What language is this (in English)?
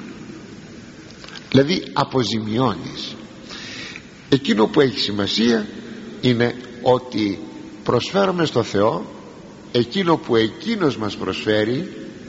Greek